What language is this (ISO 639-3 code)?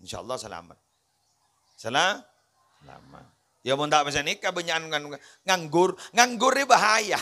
mad